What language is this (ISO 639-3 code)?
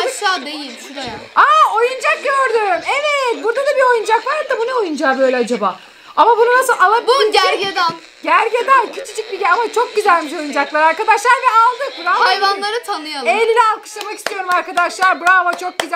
tur